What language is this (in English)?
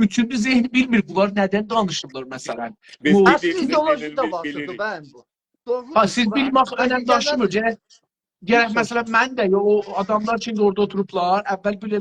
South Azerbaijani